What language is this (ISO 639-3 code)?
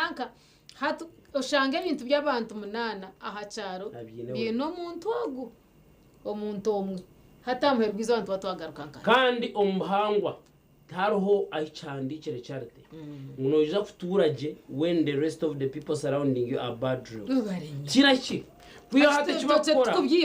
nyn